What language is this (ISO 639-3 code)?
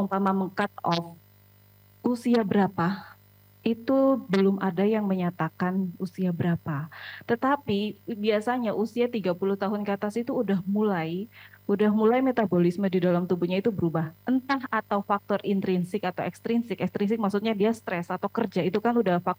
ind